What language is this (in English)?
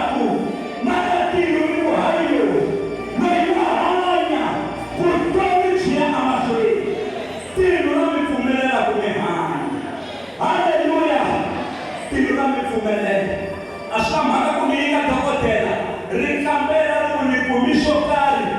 Tsonga